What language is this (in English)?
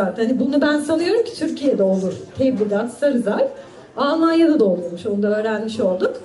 Turkish